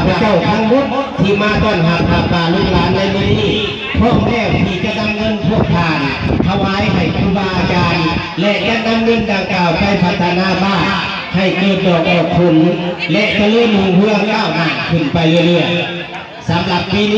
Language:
Lao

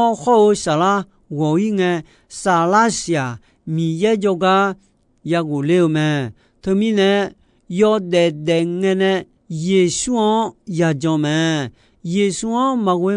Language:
Akha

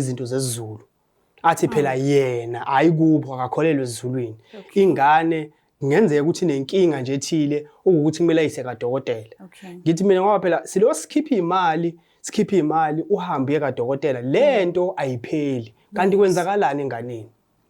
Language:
Zulu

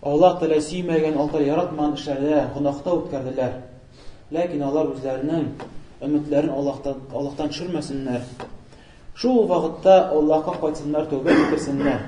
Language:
Tatar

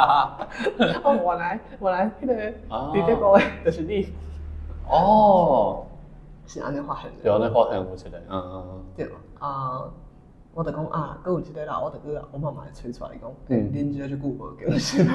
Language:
Min Nan Chinese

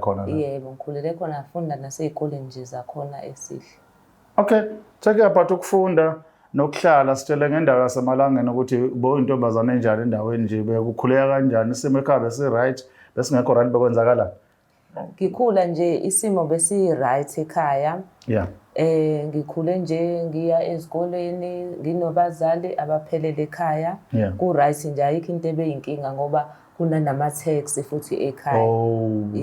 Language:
Zulu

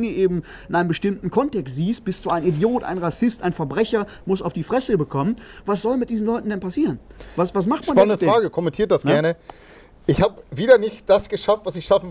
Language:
German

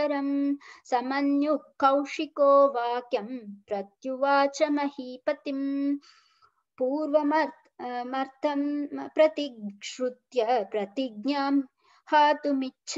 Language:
Sanskrit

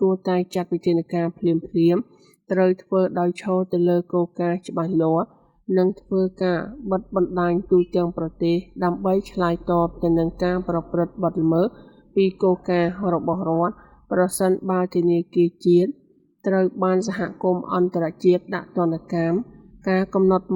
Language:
Khmer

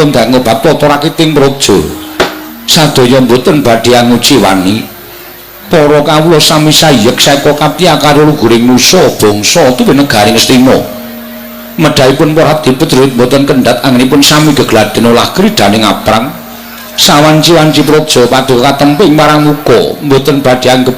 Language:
Javanese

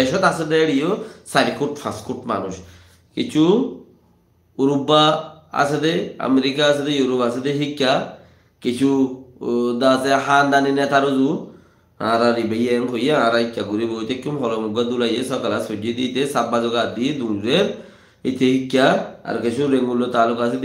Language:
Rohingya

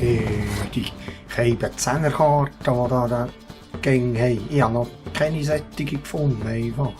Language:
Swiss German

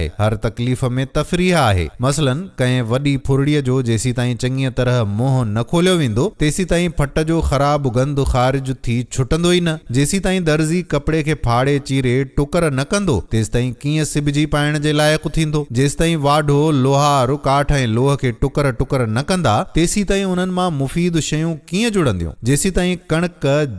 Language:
Sindhi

